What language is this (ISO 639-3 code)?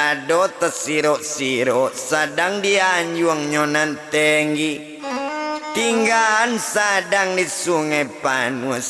min